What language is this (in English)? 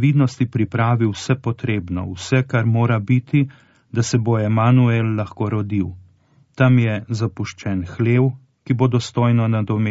Slovenian